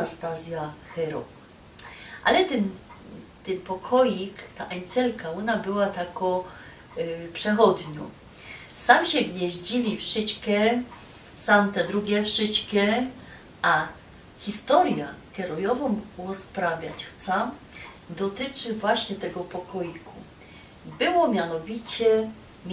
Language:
Silesian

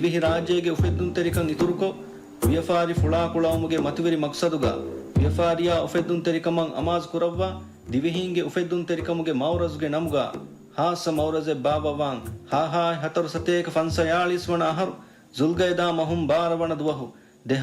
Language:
Divehi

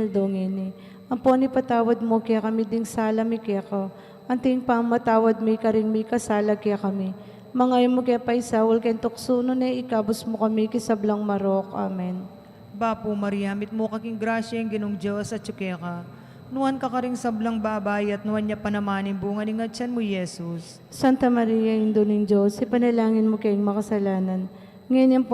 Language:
Pampanga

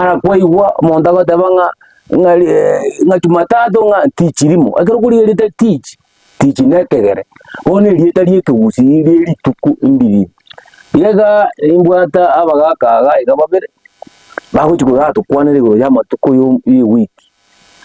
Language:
Gusii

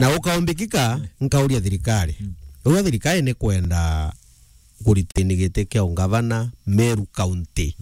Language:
Meru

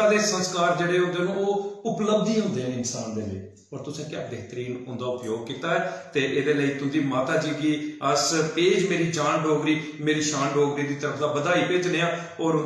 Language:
Dogri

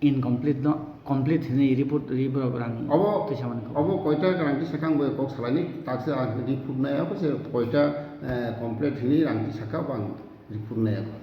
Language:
Kok Borok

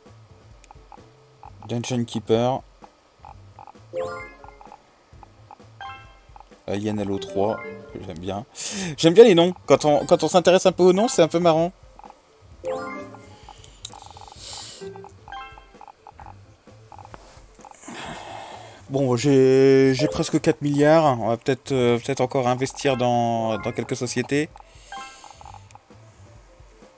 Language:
French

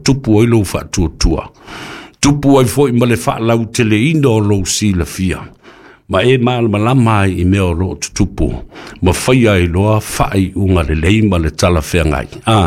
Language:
Samoan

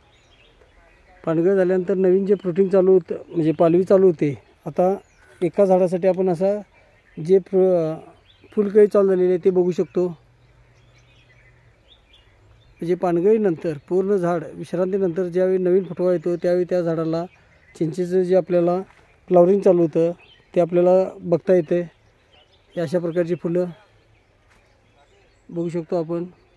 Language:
Marathi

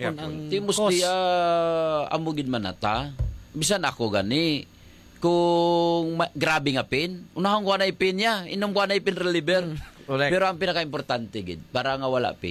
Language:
Hiligaynon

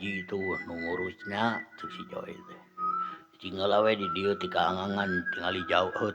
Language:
Sundanese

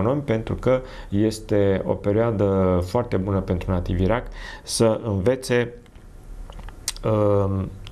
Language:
Romanian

